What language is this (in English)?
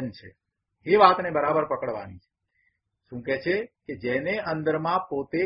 Gujarati